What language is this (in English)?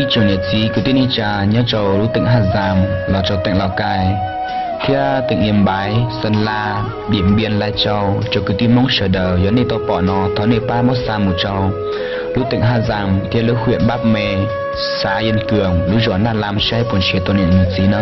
Hmong